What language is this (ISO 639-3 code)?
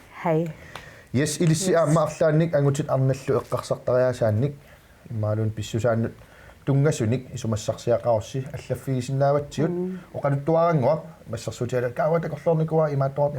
kal